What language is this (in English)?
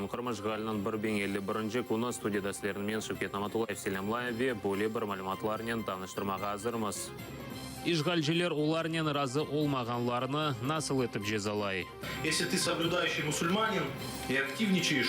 Crimean Tatar